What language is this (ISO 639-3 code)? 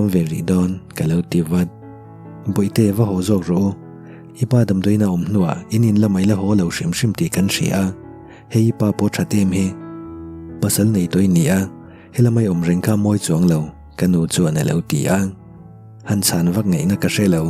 lus